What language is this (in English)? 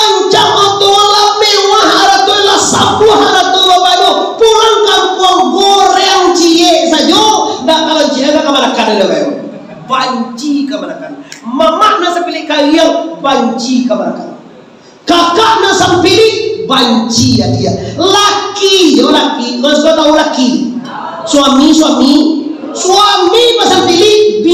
Minangkabau